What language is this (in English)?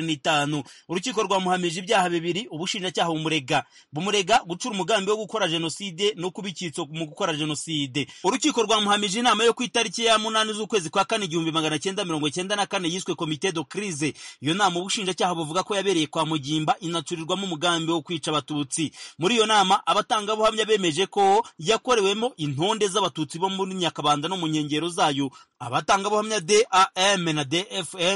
Kinyarwanda